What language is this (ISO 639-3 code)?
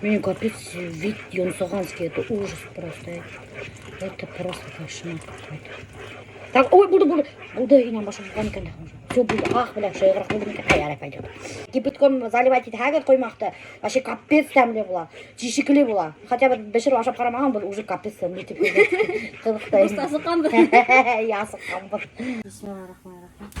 bak